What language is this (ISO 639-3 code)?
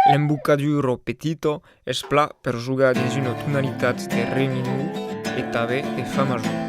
oci